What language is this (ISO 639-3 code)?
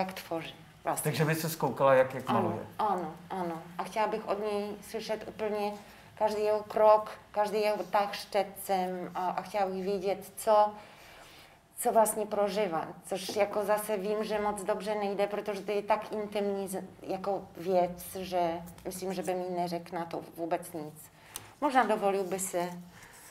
ces